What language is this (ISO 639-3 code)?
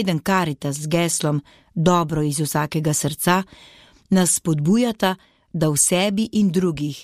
slv